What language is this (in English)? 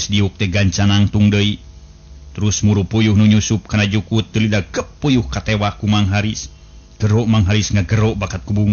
Sundanese